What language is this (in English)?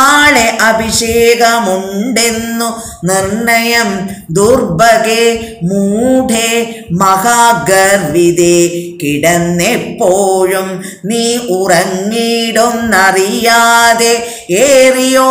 Malayalam